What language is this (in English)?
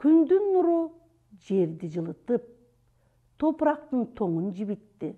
Kyrgyz